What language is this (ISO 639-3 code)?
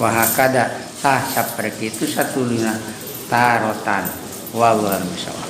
sun